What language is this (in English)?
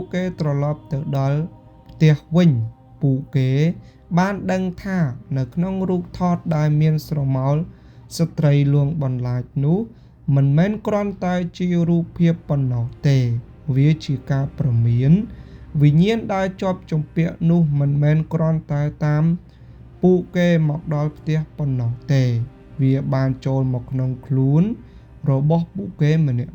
Khmer